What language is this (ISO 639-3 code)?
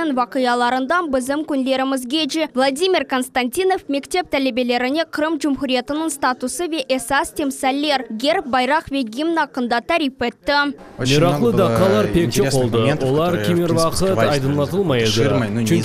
crh